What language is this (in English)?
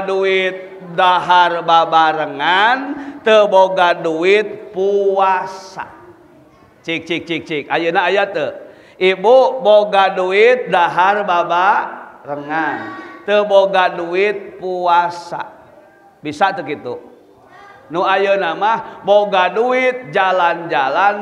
Sundanese